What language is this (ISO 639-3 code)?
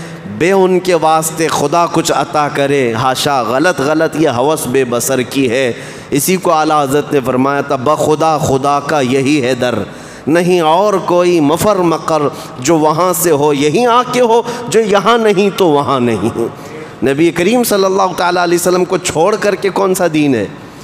urd